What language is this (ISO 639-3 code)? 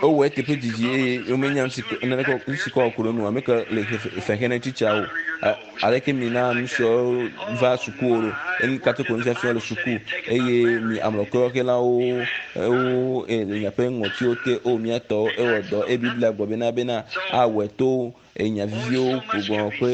ewe